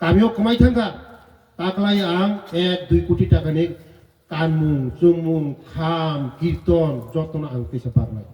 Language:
Riang (India)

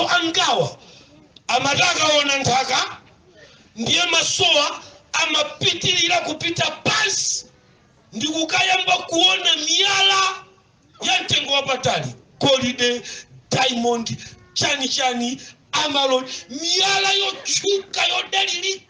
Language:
Nyanja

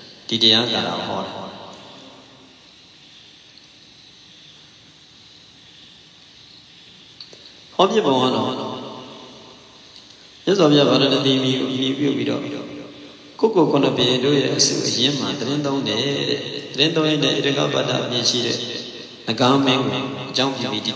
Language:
Burmese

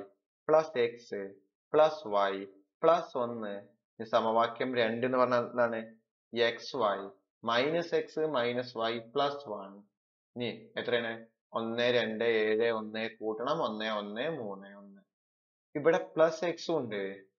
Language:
Malayalam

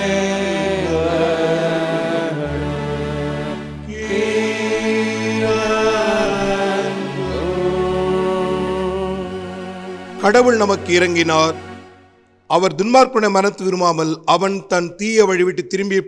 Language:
Tamil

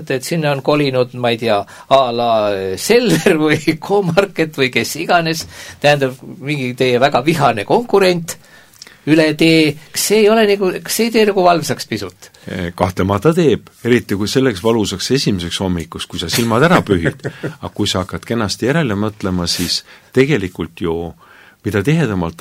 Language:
Estonian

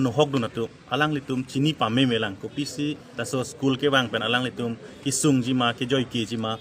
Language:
Karbi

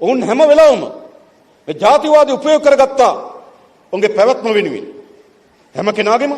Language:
Sinhala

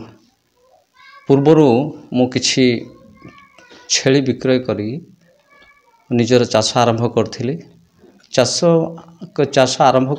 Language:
Odia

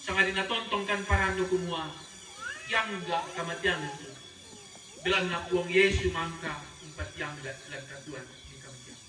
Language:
Toraja-Sa'dan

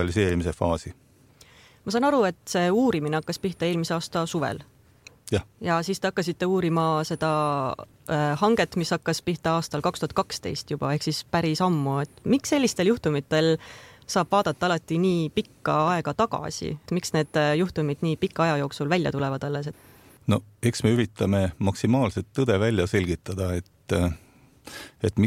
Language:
Estonian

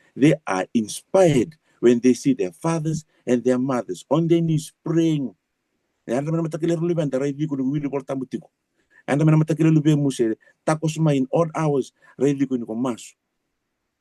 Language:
Fijian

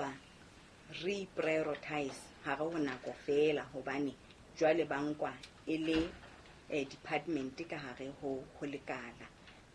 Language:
Southern Sotho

